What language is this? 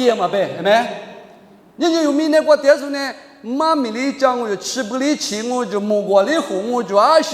Lisu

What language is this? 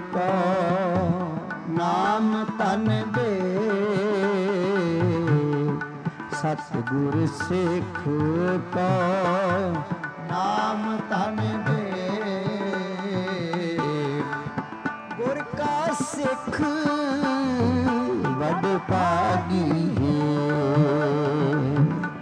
Punjabi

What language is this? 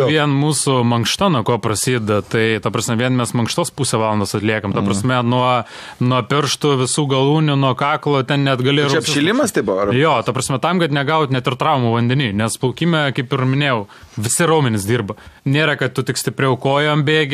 Lithuanian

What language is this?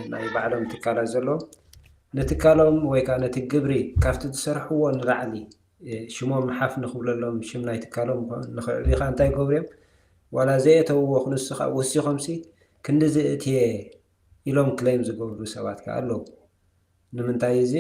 Tigrinya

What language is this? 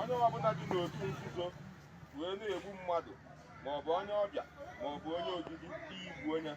Igbo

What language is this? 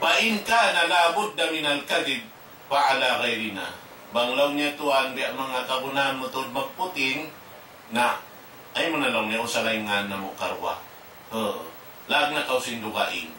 Tausug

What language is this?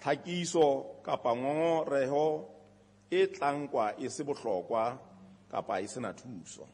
Southern Sotho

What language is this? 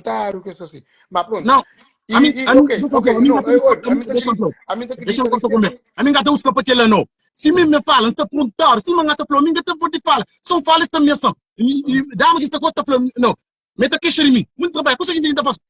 Kabuverdianu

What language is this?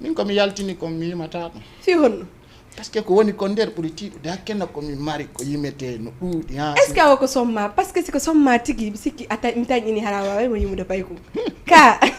Fula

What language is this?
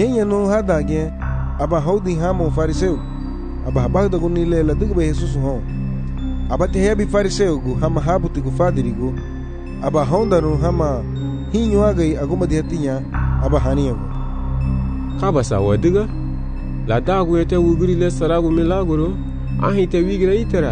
Garifuna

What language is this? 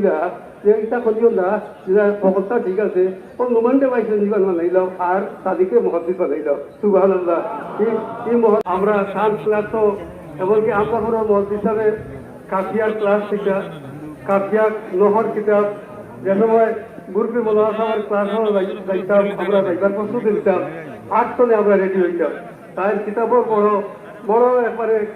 Sylheti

